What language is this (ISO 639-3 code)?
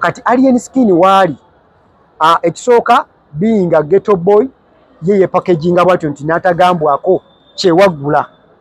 lug